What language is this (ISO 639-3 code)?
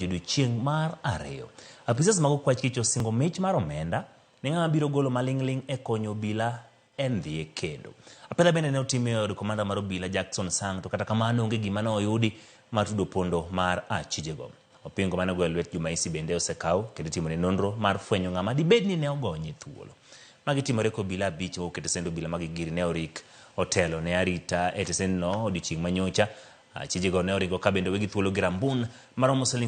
luo